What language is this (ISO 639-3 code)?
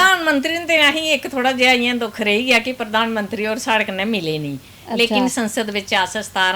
doi